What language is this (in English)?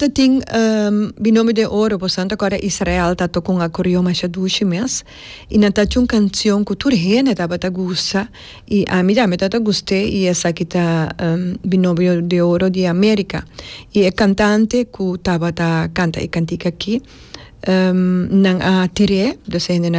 Papiamento